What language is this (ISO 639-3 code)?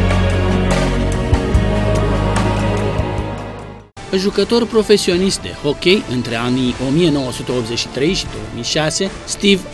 ron